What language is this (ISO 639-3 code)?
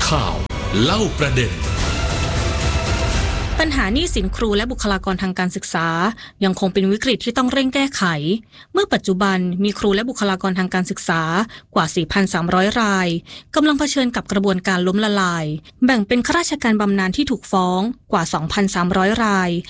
tha